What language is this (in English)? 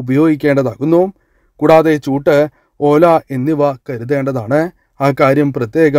Malayalam